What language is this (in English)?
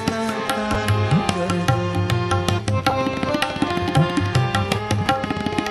Persian